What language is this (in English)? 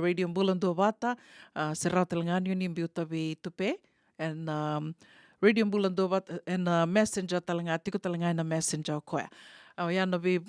Fijian